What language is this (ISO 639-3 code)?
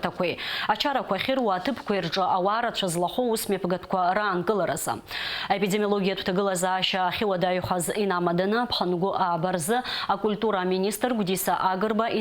abk